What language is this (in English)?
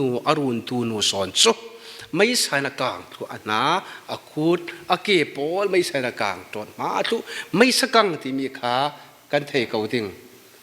Falam Chin